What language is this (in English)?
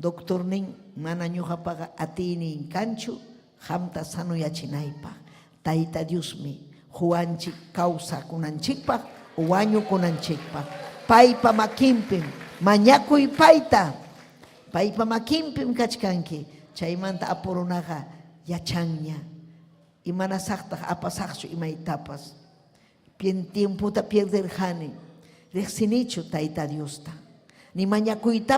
Ayacucho Quechua